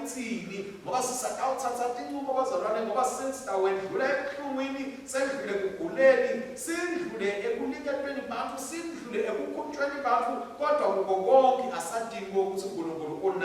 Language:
Swati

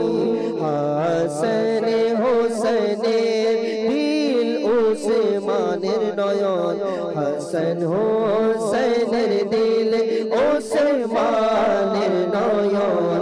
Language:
Bangla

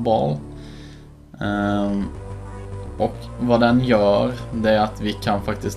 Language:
Swedish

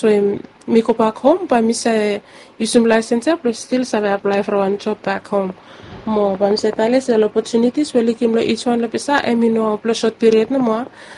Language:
Bislama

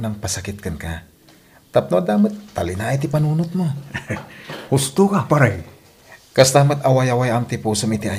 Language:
Iloko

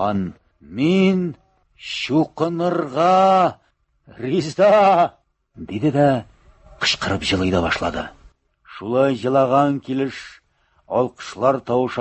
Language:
Tatar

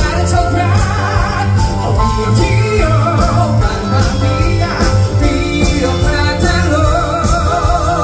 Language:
Korean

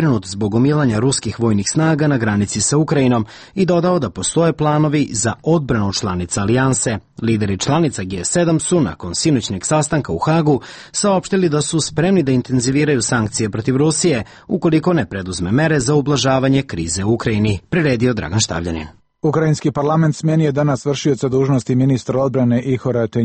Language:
Serbian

